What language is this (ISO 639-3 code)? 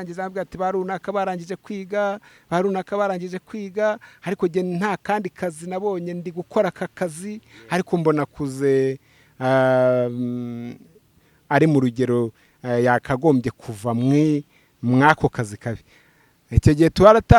kin